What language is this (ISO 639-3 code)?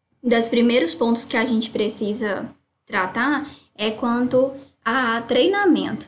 por